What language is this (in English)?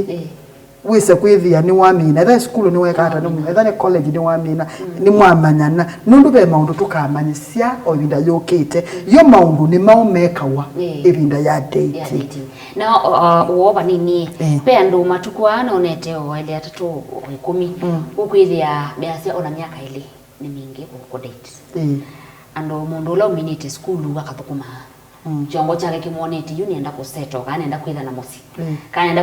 Kamba